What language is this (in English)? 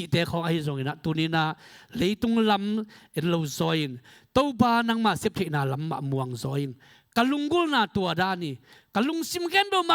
Tedim Chin